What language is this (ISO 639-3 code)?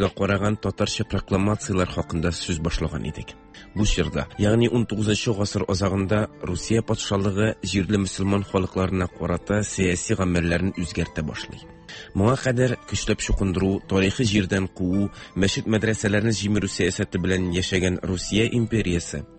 tat